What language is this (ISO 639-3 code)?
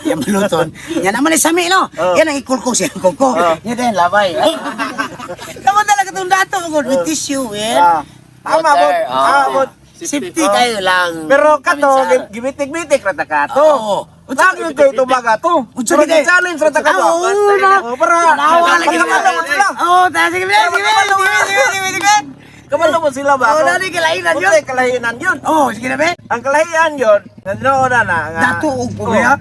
ceb